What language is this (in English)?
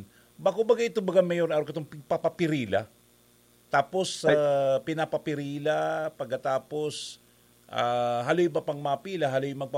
Bikol